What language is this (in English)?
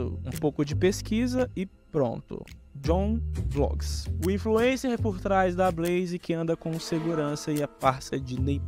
Portuguese